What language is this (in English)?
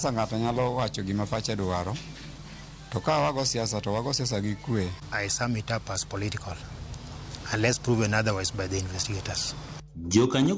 Luo (Kenya and Tanzania)